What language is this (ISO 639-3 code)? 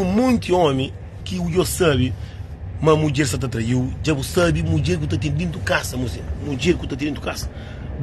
kea